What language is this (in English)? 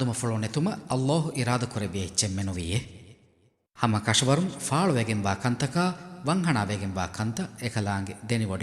Divehi